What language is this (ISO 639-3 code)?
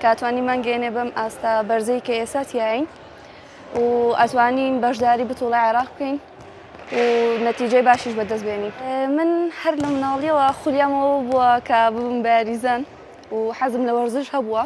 ckb